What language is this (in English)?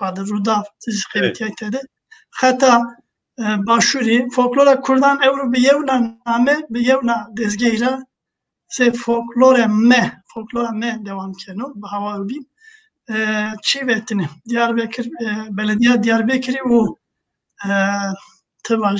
Zaza